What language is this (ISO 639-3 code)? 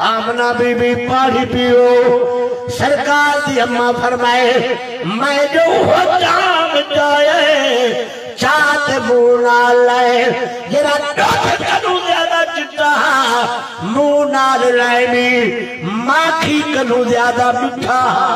skr